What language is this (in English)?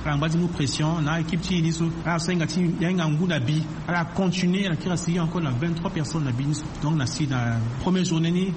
Sango